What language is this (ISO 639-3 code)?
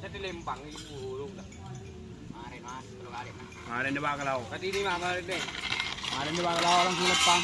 mad